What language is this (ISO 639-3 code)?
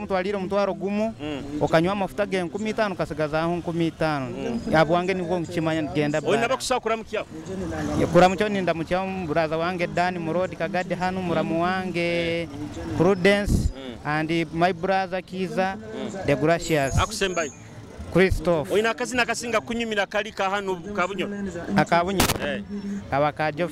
nyo